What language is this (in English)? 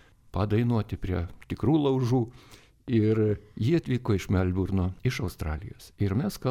Lithuanian